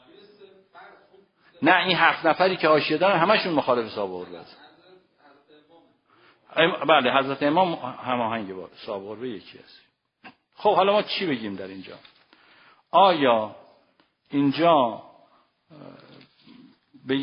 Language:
Persian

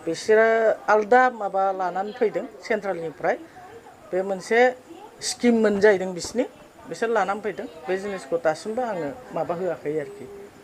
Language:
Bodo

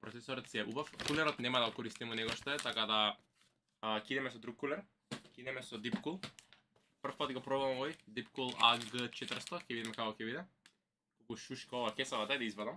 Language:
Macedonian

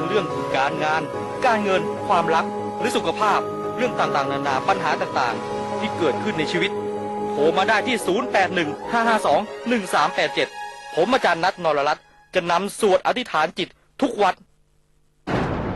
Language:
Thai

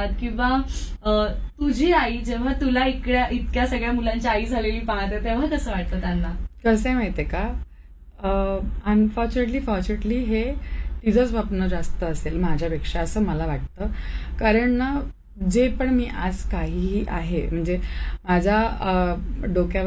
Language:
Marathi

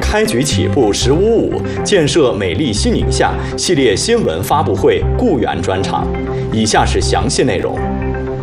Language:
Chinese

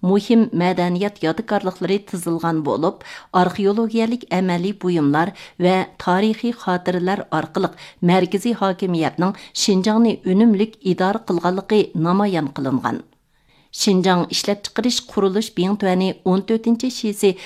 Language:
Uyghur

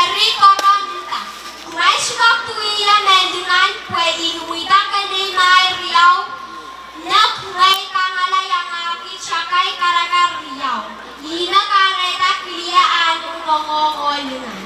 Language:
Pohnpeian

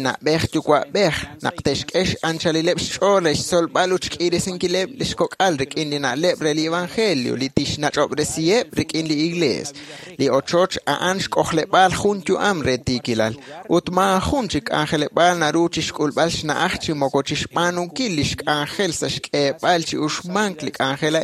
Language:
Kekchí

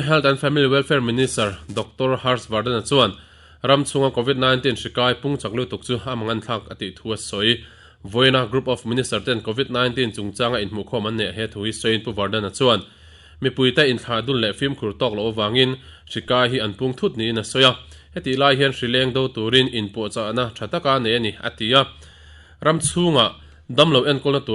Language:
Mizo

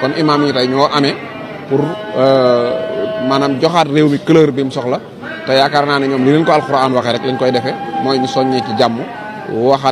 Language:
Wolof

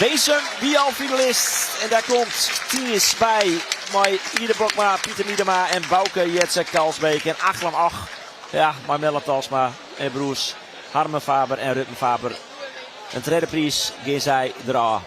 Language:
Western Frisian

